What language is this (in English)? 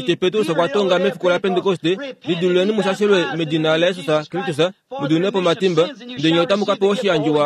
Kuanyama